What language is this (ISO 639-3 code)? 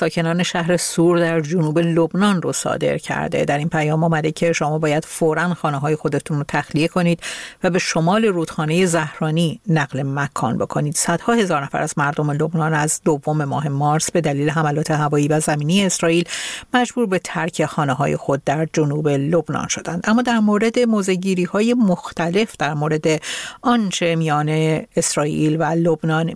fas